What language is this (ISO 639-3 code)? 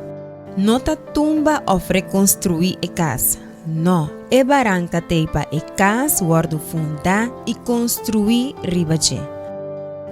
pap